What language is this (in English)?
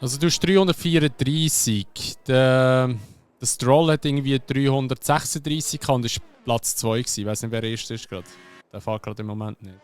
Swiss German